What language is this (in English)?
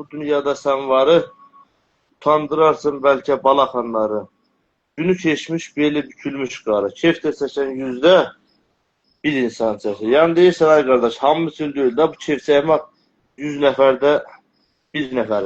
South Azerbaijani